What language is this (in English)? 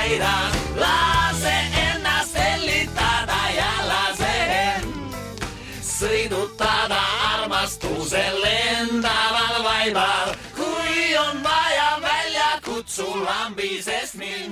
Estonian